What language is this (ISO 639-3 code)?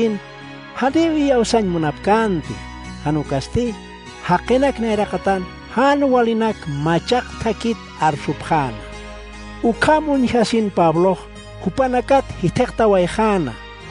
aym